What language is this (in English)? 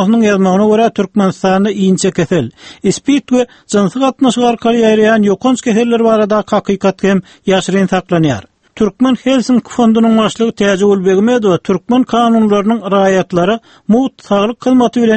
Turkmen